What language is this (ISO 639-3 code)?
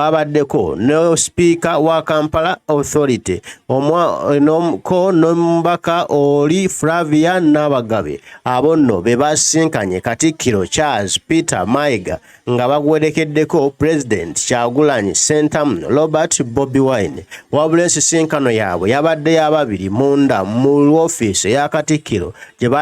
lug